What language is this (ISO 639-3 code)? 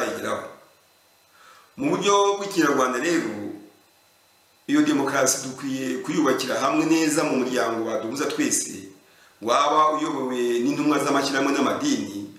kin